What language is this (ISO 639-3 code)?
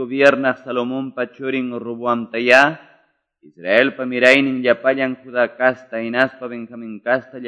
que